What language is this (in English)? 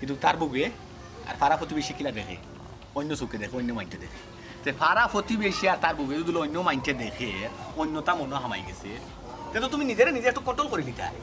Sylheti